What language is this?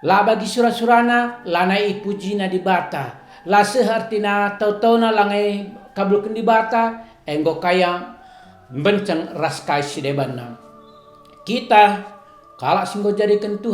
Batak Karo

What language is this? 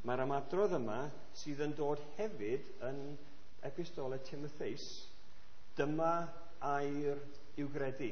Welsh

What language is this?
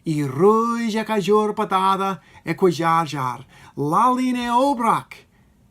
Marshallese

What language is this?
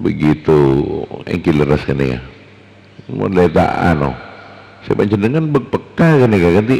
Madurese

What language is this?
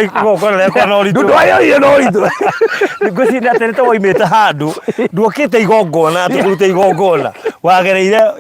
Kikuyu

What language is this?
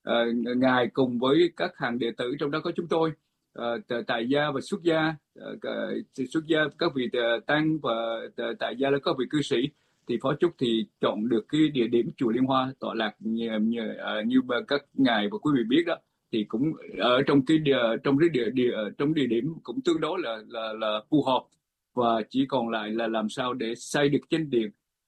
Vietnamese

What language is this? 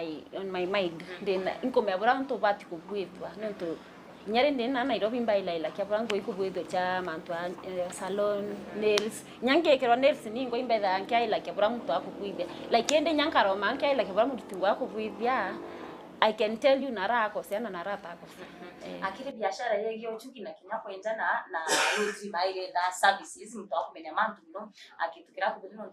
Meru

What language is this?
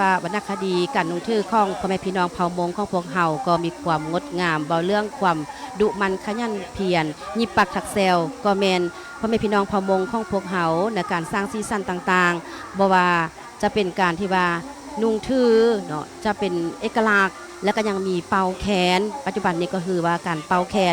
Lao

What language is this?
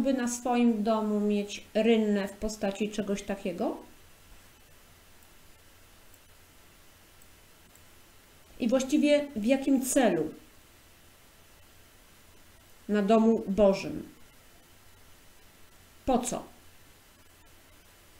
Polish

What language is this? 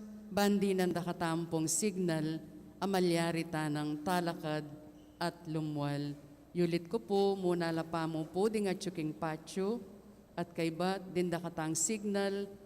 Pampanga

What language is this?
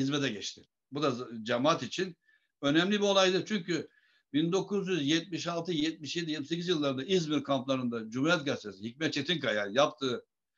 Turkish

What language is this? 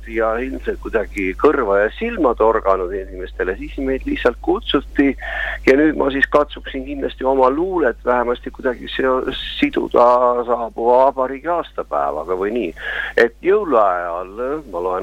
Estonian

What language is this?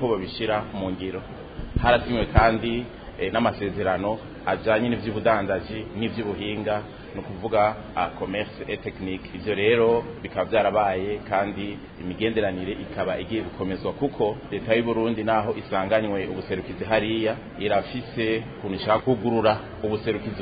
Rundi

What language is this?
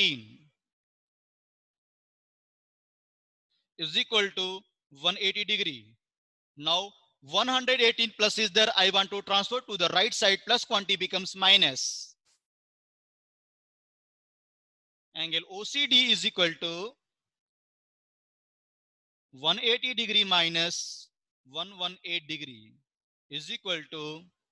English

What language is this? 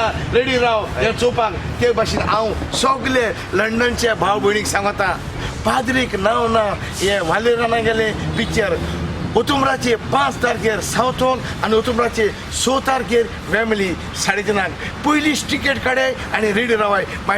Konkani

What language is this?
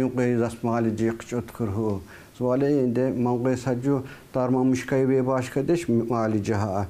Tsakhur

